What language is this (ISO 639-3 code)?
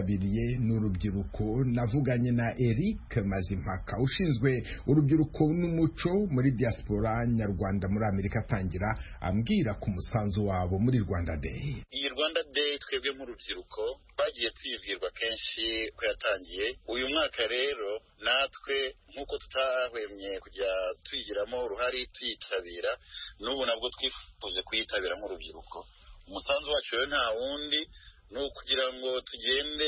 kin